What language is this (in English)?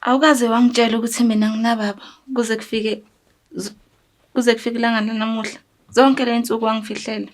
Zulu